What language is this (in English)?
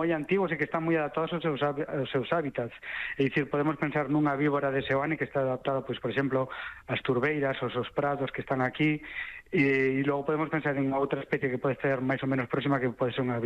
Galician